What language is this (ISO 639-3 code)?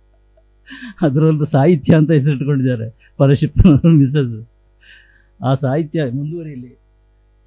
kan